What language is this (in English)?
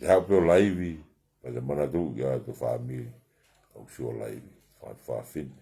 Tongan